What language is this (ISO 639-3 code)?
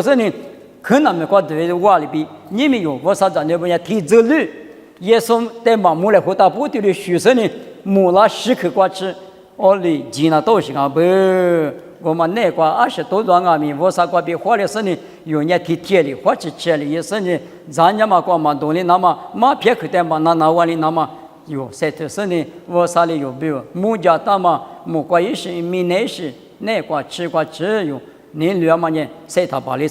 lis